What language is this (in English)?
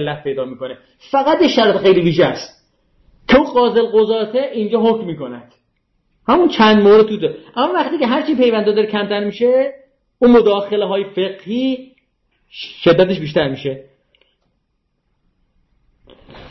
Persian